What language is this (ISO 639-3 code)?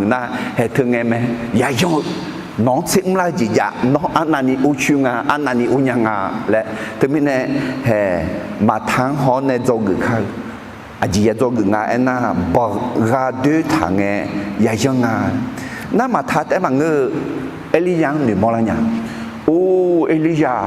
ahk